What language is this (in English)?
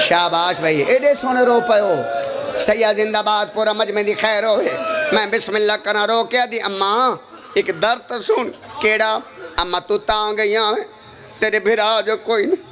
Pahari-Potwari